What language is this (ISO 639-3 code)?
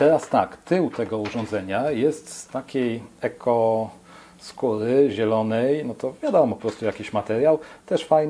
pol